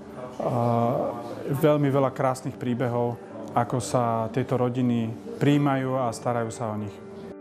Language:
Slovak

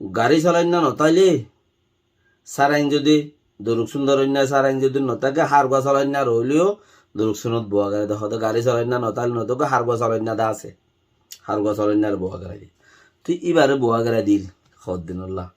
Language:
Rohingya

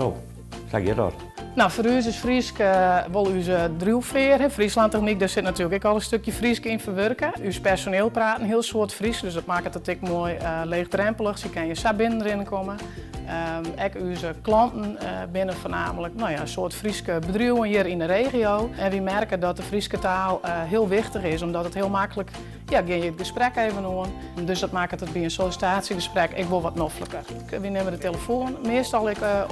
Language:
Western Frisian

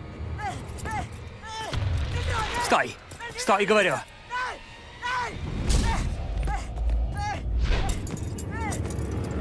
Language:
Russian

